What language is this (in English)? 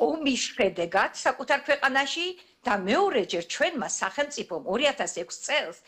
Georgian